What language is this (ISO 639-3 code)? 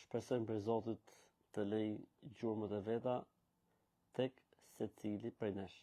sqi